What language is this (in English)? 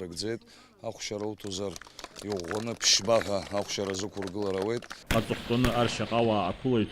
Abkhazian